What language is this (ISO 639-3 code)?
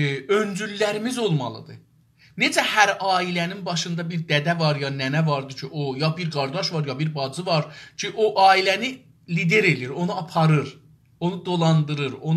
azb